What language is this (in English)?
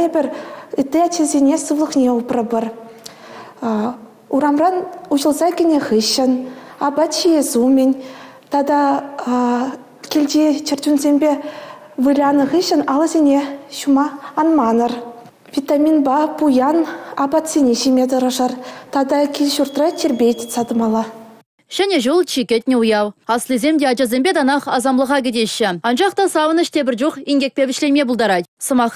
Chuvash